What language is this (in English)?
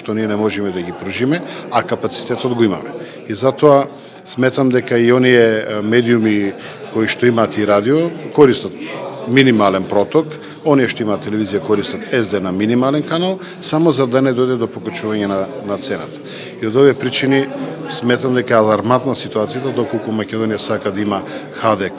Macedonian